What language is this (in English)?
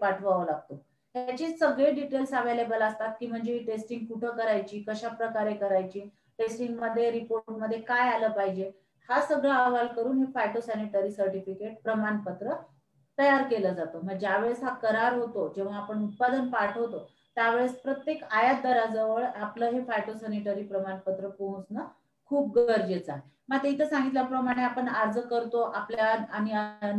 Marathi